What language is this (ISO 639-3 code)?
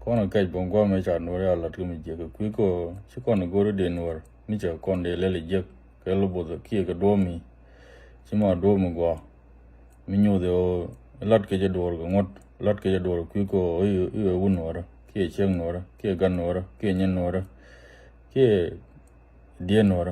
nus